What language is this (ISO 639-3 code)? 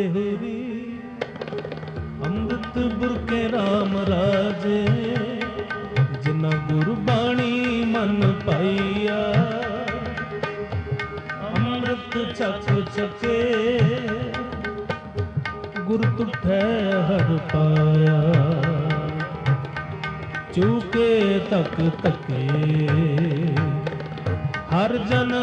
pan